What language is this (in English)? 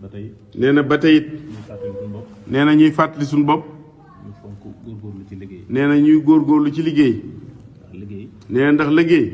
Wolof